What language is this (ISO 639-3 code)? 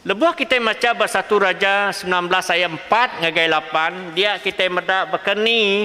iba